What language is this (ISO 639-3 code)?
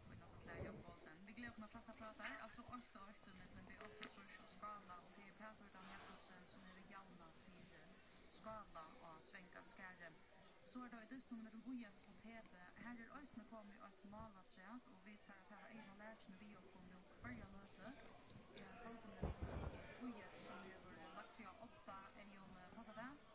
fao